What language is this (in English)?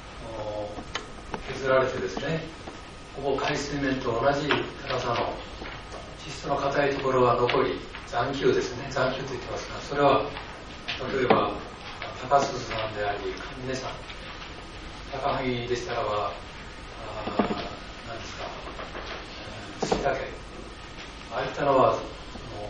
Japanese